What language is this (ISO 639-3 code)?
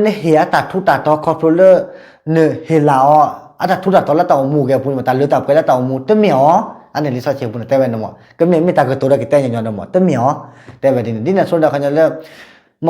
ksw